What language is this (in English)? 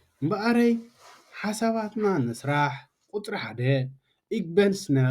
Tigrinya